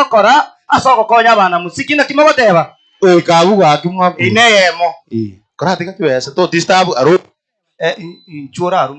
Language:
Gusii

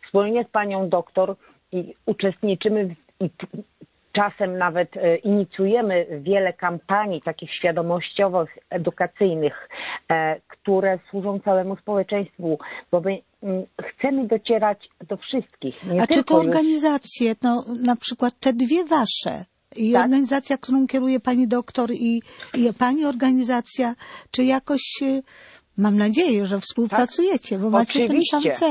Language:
Polish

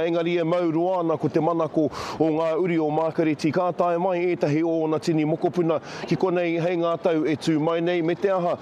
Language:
Māori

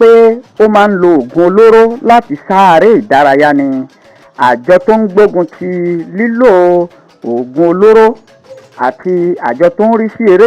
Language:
Yoruba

